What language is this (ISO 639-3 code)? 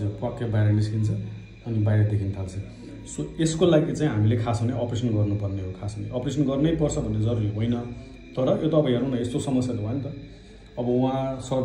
nep